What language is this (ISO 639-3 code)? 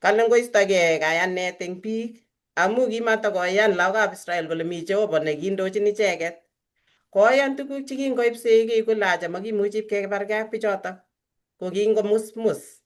kln